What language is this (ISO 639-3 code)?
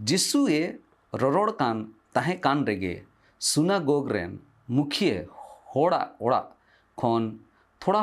sat